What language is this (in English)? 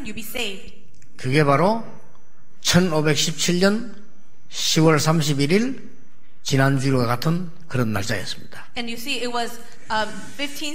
Korean